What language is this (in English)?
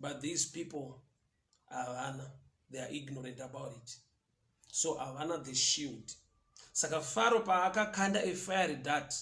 Shona